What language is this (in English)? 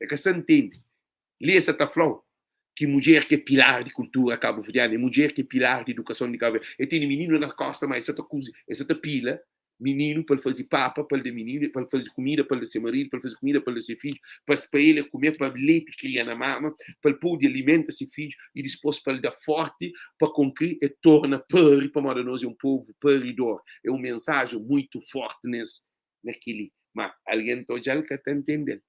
Kabuverdianu